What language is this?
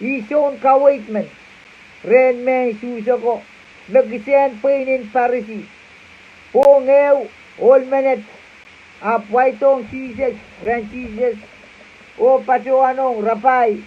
Pohnpeian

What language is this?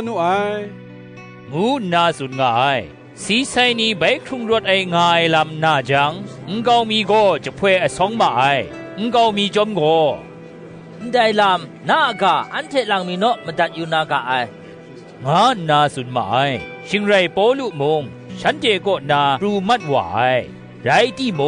Kachin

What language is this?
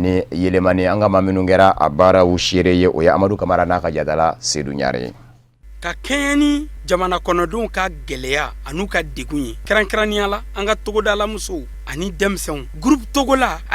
Bambara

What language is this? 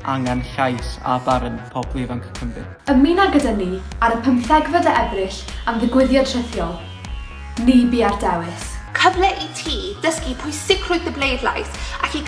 Welsh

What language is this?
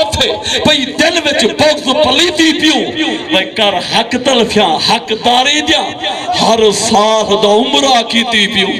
Saraiki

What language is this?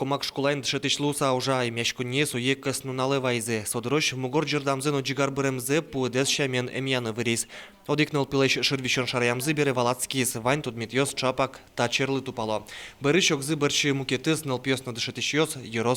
Udmurt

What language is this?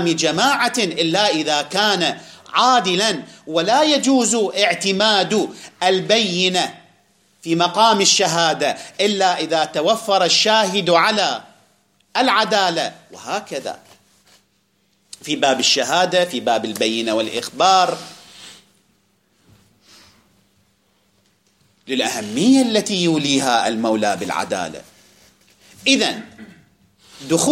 Arabic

